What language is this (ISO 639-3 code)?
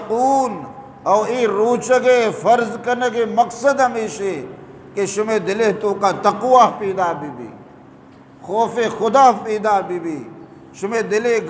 bgp